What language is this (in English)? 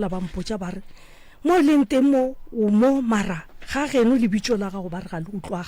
Northern Sotho